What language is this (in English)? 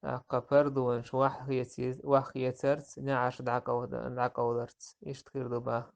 Chechen